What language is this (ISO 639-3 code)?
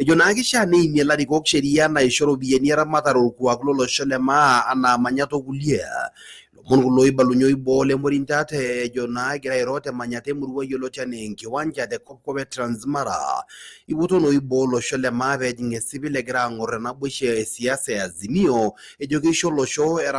mas